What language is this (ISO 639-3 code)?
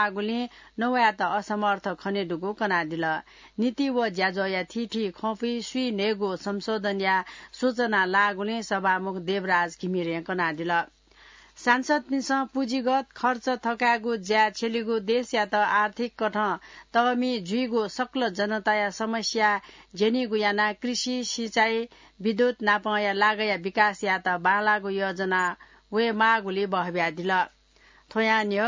new